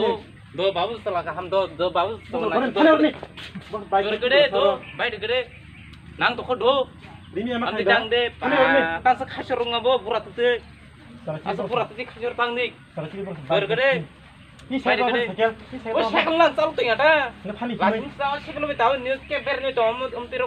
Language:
Kok Borok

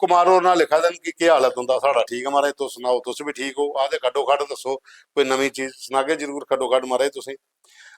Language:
Dogri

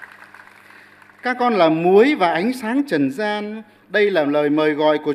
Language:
Vietnamese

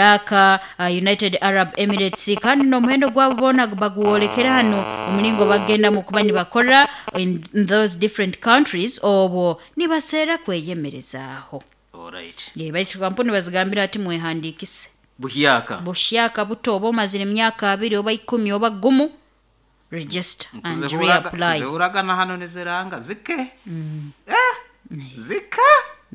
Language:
Nyoro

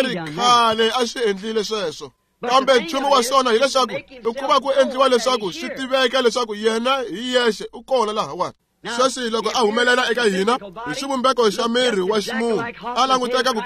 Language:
Tsonga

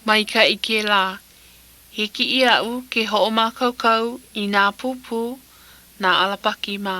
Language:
Hawaiian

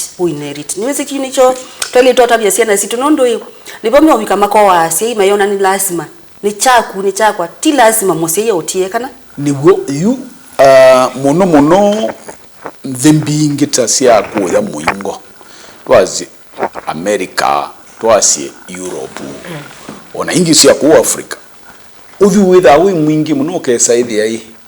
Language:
Kamba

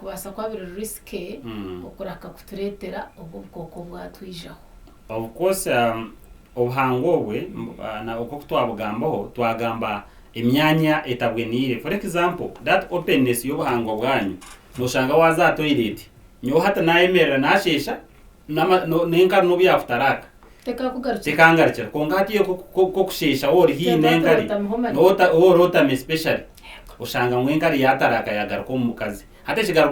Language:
Nyankole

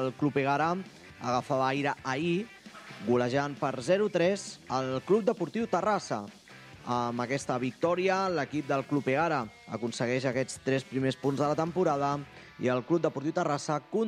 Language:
Catalan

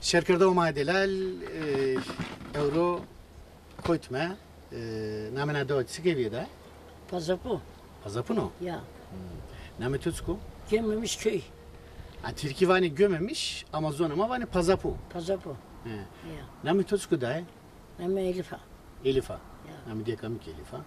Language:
Zaza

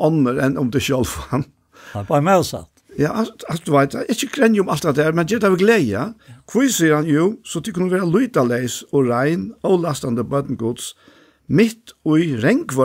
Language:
Faroese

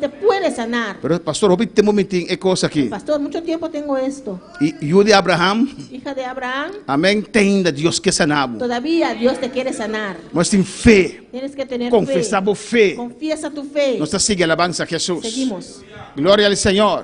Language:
Papiamento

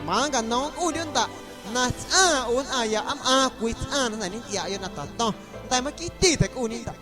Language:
Guerrero Amuzgo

